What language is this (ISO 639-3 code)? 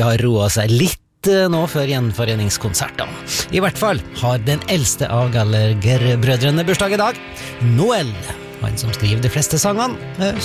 nor